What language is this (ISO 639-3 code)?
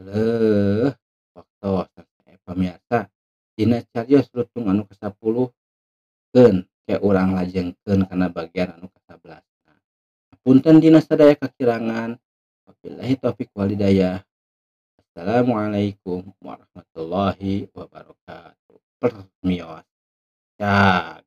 sun